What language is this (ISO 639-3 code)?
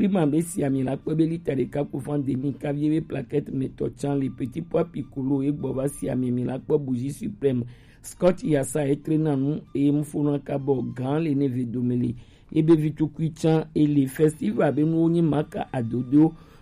gej